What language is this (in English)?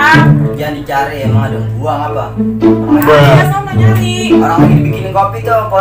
Betawi